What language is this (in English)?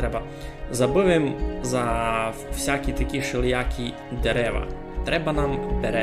Rusyn